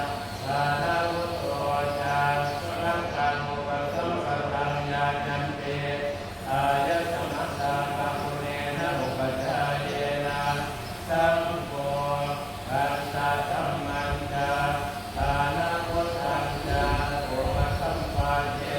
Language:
Pali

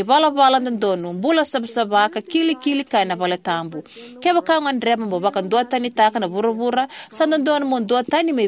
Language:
Fijian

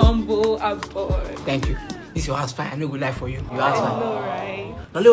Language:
Nigerian Pidgin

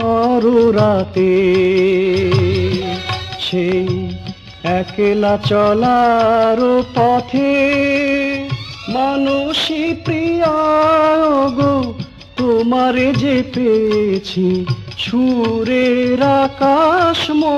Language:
Bangla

